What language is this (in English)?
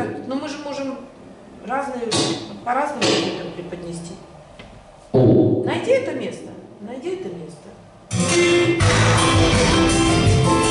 Russian